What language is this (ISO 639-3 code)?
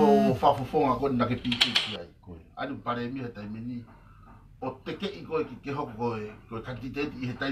ton